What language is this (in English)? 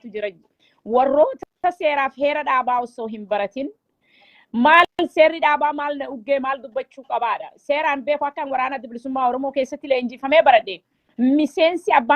Oromo